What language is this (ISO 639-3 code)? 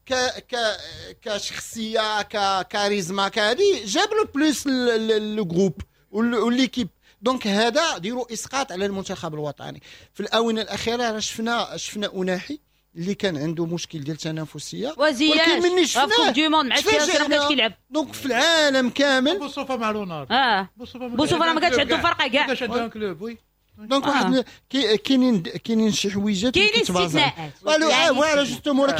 ary